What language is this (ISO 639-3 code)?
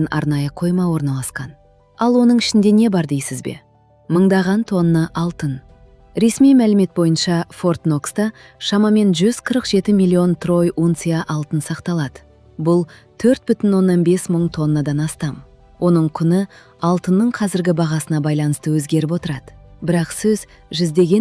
kaz